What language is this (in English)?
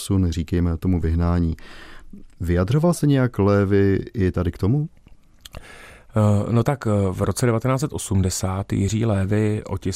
Czech